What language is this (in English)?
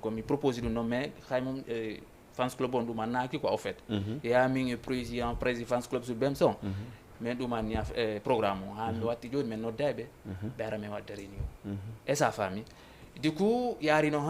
Fula